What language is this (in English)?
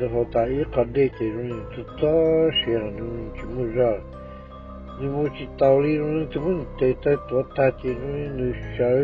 Hmong